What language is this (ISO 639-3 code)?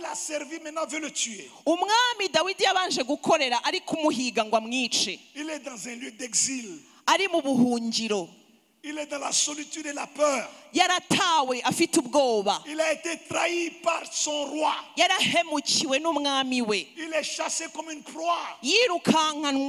kin